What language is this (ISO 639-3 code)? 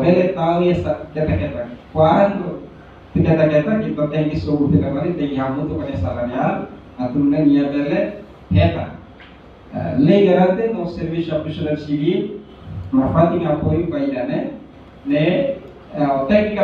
tet